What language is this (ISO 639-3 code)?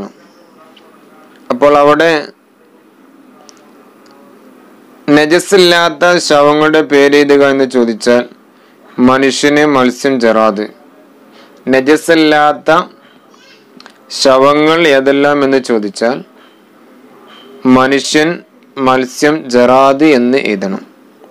mal